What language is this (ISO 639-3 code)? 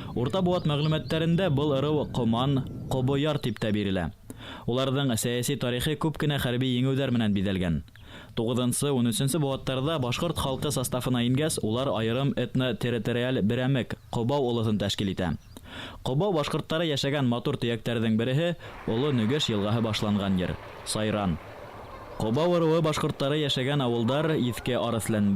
bak